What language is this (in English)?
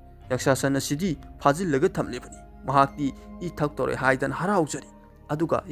Manipuri